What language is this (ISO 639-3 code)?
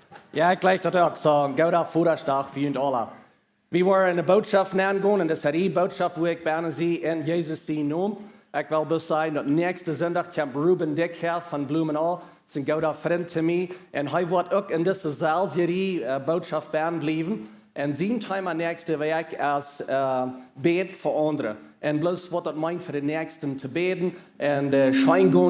pdt